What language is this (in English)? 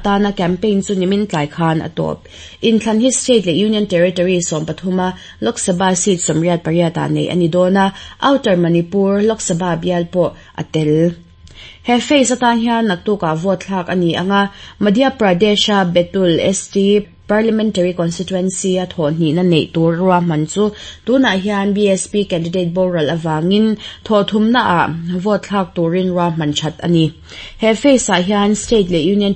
Mizo